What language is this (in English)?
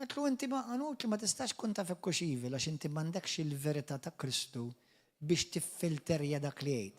Maltese